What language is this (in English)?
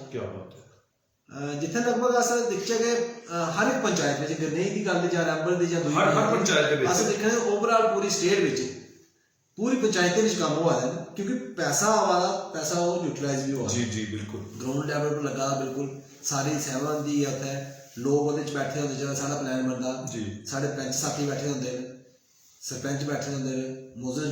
Dogri